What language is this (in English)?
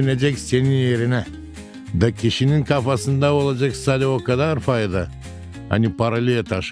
Gagauz